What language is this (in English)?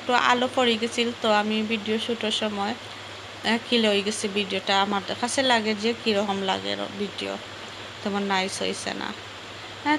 Sylheti